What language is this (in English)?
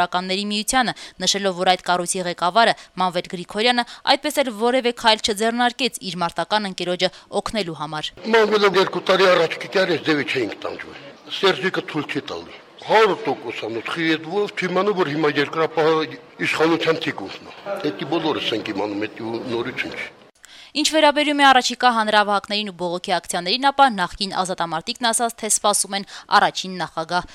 Armenian